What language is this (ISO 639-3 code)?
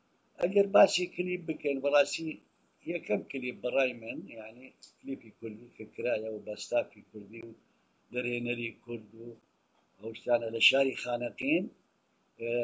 ckb